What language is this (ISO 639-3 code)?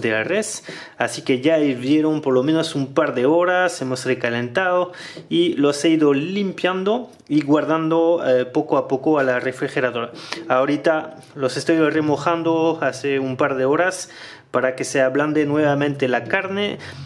spa